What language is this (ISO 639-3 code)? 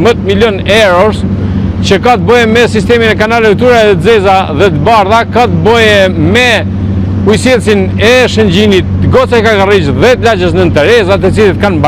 sqi